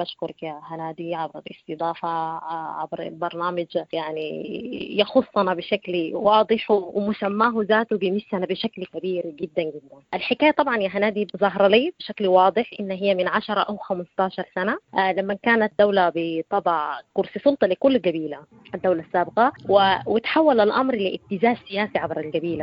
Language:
Sudanese Arabic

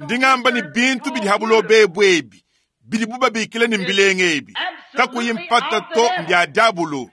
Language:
Luba-Lulua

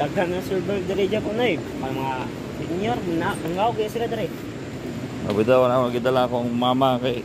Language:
Cebuano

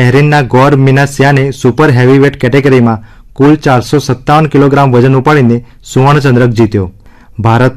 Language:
Gujarati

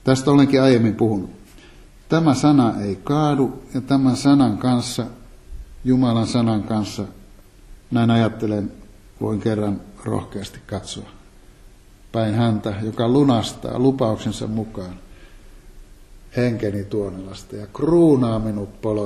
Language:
Finnish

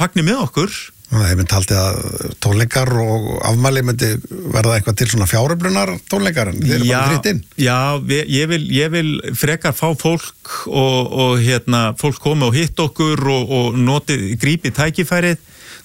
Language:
Icelandic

